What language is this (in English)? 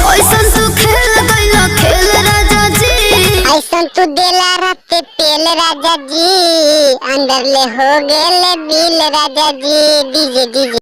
Magahi